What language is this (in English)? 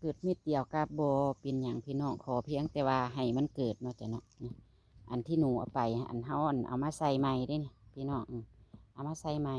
Northeastern Thai